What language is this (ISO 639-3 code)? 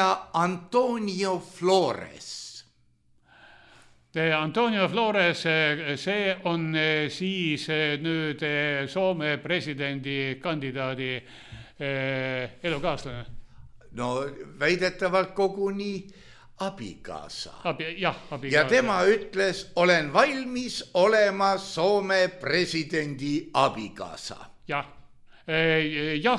est